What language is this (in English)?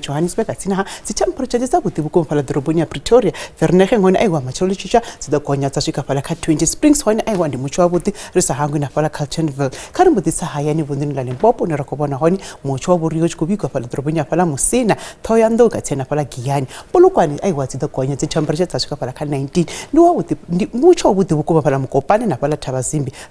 Venda